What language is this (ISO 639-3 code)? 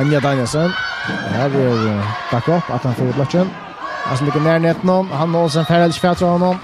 fao